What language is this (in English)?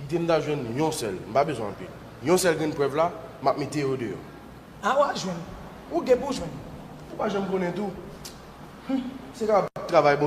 Haitian Creole